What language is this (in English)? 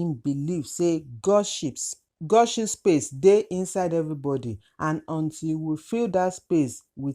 Nigerian Pidgin